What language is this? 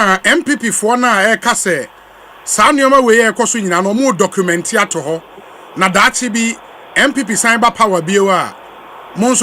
Akan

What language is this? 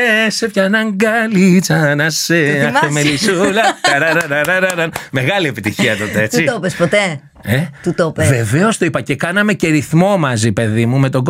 Greek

